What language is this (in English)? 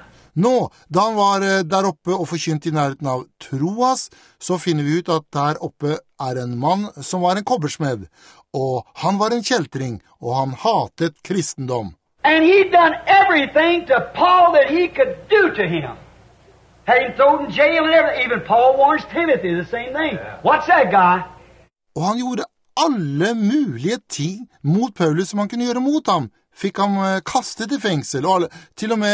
Norwegian